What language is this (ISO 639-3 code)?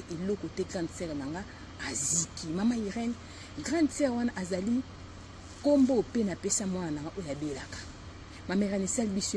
lin